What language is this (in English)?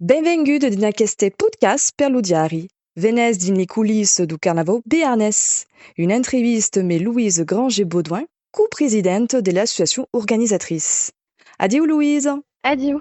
Occitan